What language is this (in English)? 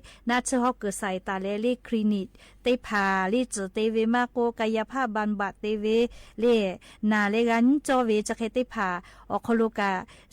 Lahu